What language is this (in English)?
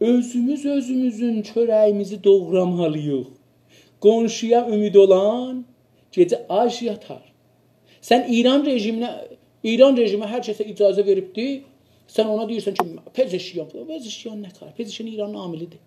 South Azerbaijani